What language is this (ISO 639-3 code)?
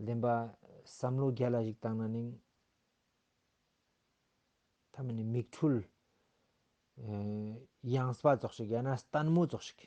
lbj